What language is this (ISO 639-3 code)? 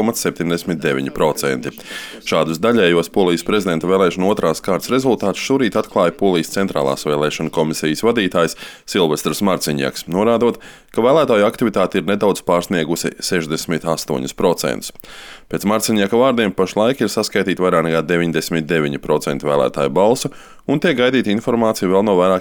lav